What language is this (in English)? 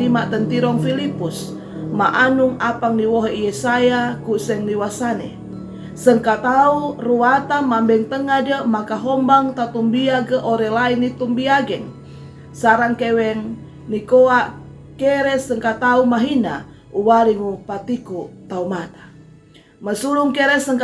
Sangir